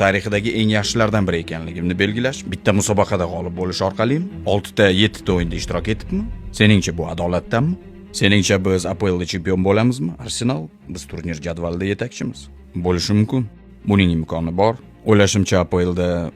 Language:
Uzbek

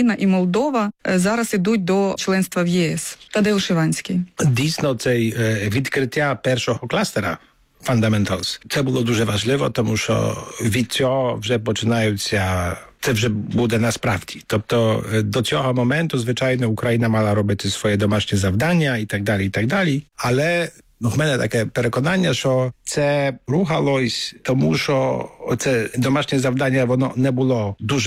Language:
Ukrainian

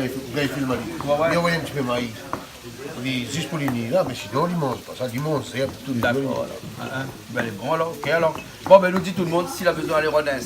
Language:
Réunion Creole French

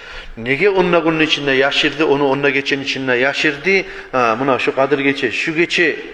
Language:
Kumyk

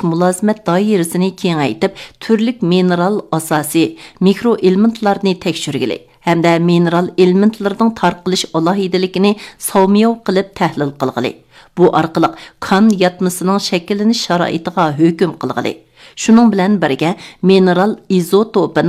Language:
Uyghur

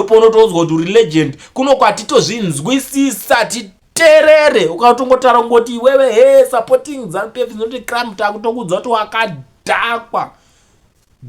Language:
Shona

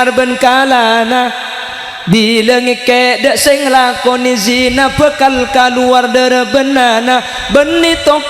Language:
Madurese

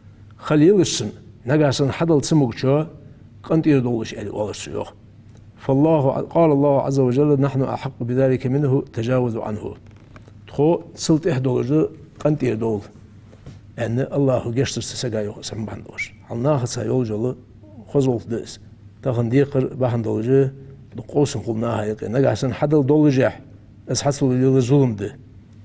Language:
Ingush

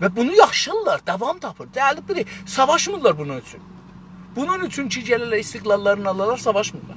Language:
South Azerbaijani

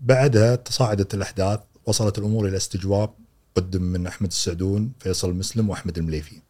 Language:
Gulf Arabic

